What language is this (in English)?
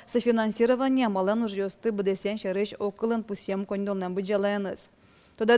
Udmurt